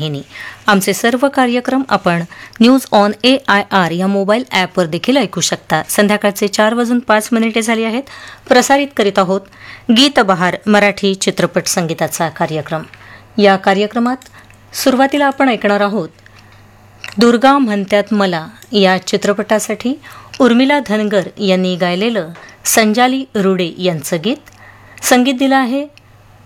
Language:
Marathi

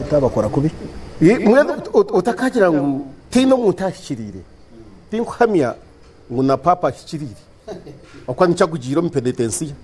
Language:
Nyankole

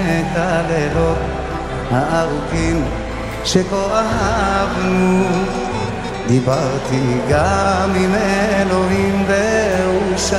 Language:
Hebrew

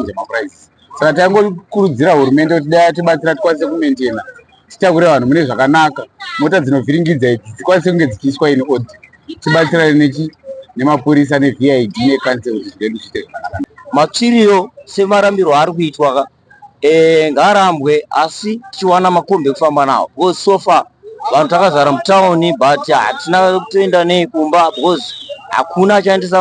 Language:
Shona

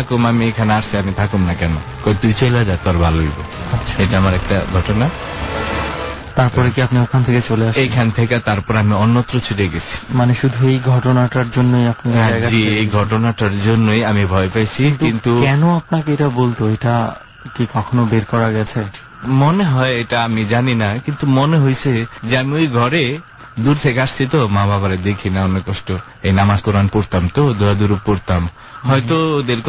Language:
Bangla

